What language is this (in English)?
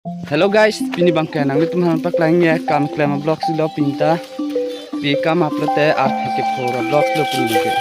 Karbi